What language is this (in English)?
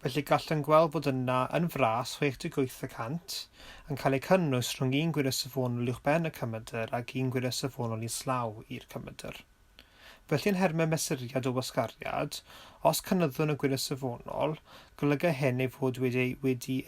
Welsh